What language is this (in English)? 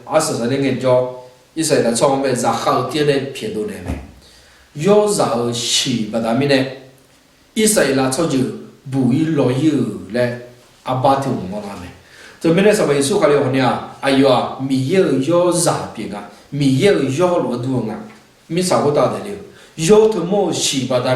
Akha